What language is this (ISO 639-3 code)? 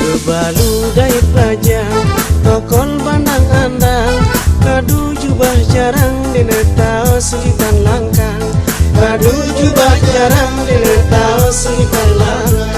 sas